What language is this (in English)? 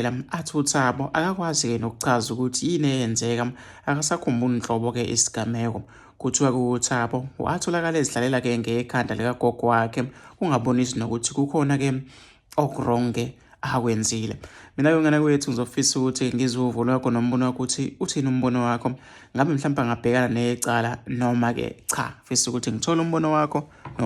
Zulu